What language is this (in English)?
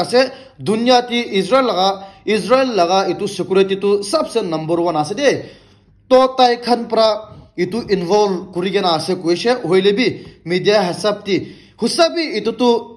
Naga Pidgin